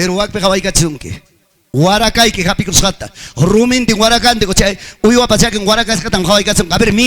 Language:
Ayacucho Quechua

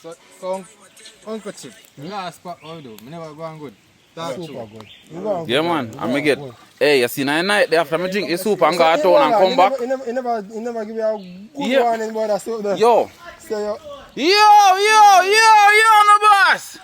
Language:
Jamaican Creole English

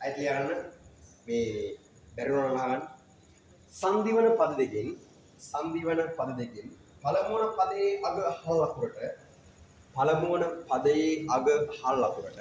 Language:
Sinhala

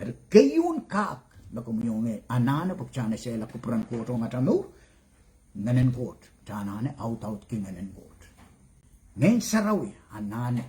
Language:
Pohnpeian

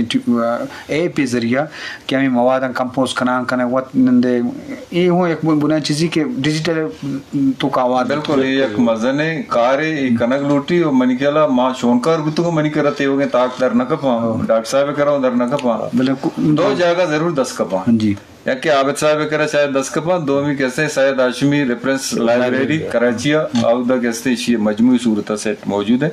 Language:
Eastern Balochi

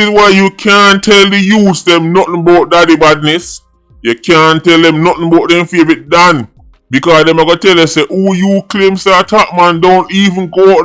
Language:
Jamaican Creole English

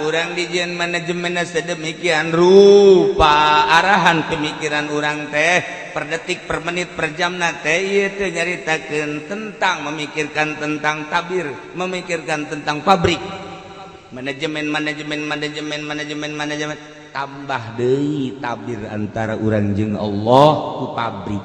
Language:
Sundanese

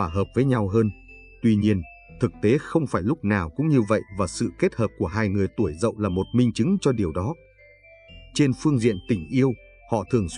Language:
Vietnamese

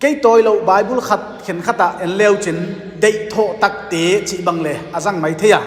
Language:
Paite Chin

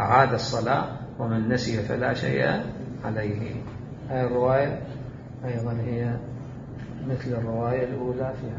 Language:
Mesopotamian Arabic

